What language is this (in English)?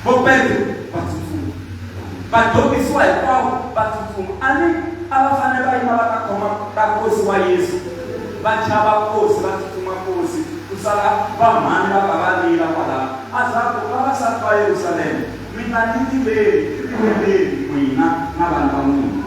Tsonga